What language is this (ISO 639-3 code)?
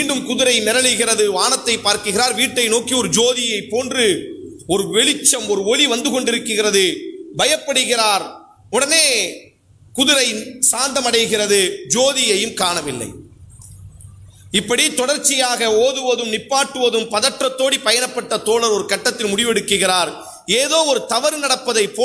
tam